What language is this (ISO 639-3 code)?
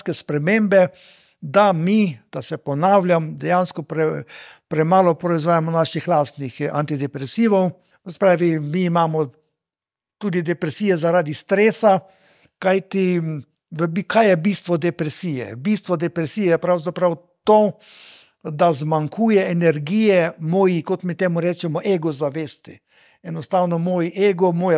slv